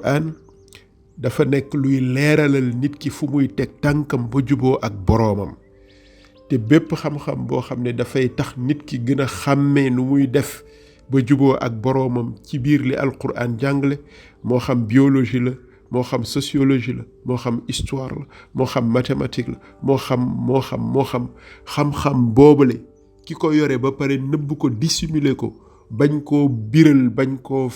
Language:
Wolof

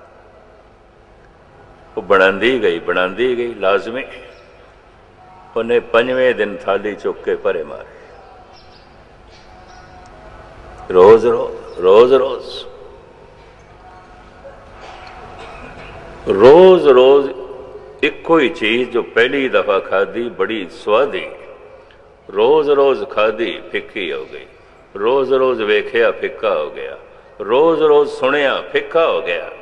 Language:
Punjabi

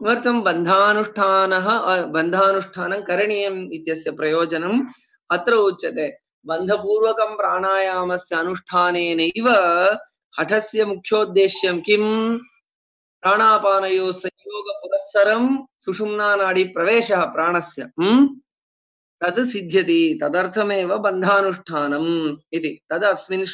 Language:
Sanskrit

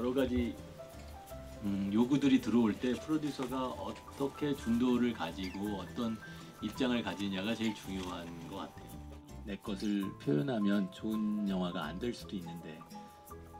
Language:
Korean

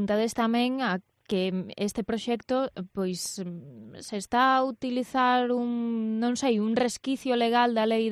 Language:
Galician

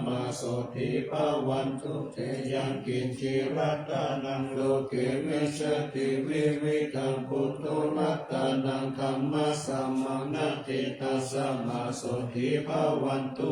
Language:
Pali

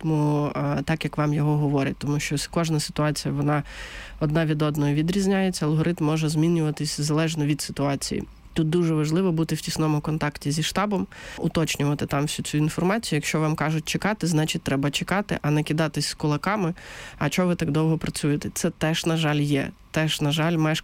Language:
Ukrainian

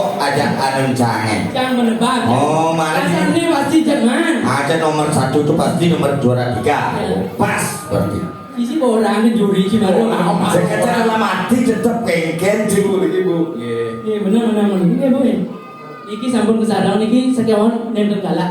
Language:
Balinese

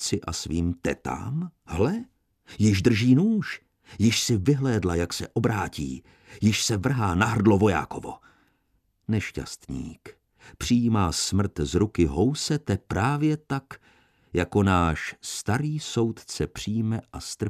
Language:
Czech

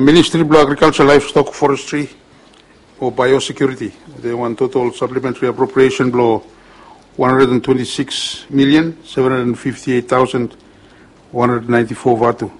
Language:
Bislama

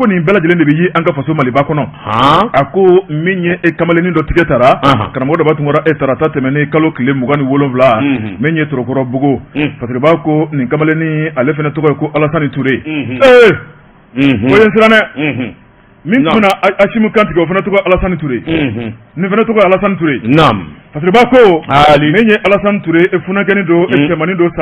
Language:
Bambara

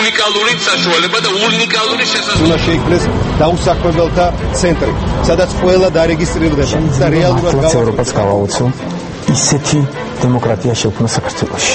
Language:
Georgian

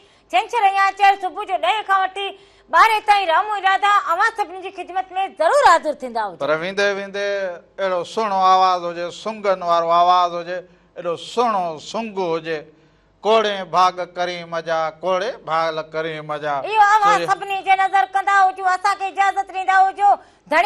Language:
Sindhi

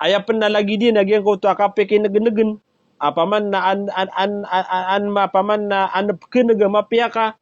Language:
Maranao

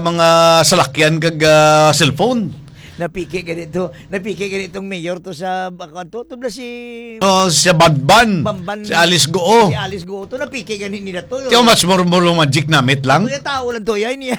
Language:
Hiligaynon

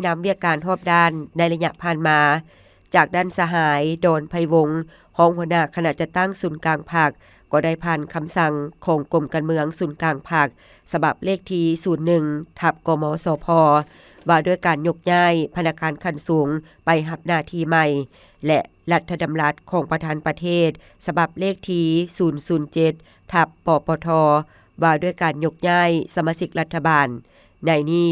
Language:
Lao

